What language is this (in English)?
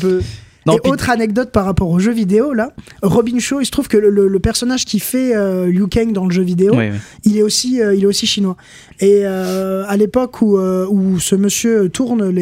French